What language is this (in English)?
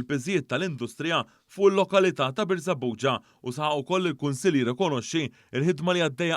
Maltese